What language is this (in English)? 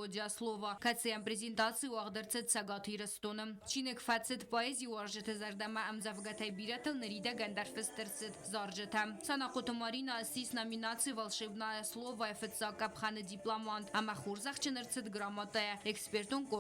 Ossetic